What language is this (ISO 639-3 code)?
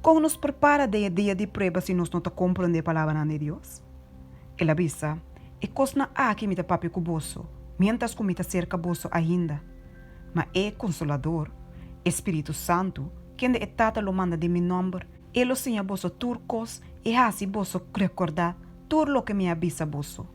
pap